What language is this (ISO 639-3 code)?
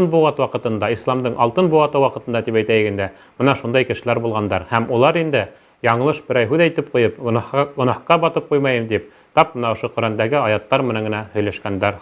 bak